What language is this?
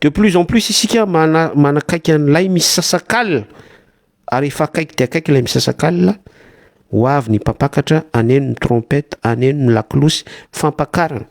Malagasy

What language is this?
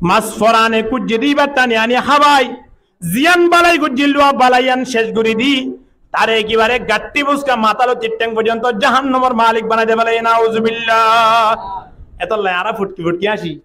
Rohingya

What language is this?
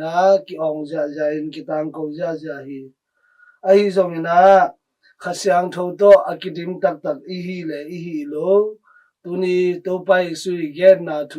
Tedim Chin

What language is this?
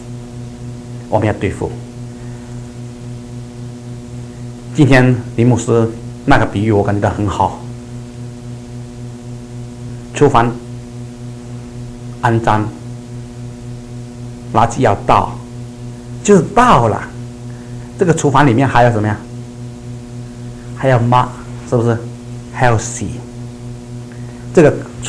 Chinese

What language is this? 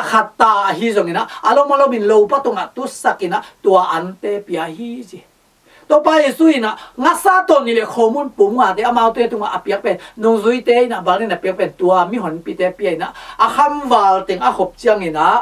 Tedim Chin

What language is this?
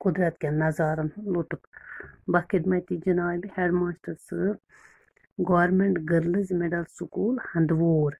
Kashmiri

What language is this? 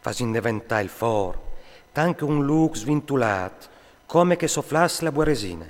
Friulian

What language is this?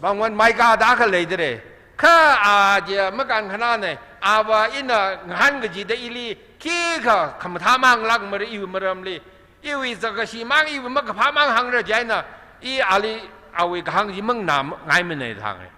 Tangkhul Naga (India)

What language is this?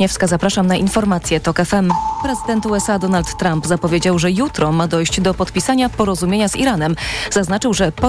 Polish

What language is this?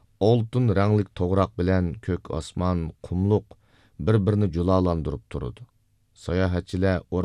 Uyghur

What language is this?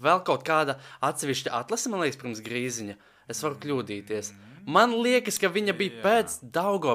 Latvian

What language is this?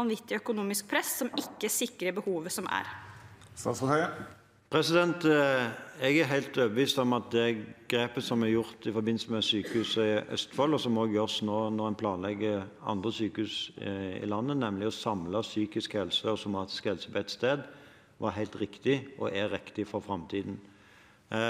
Norwegian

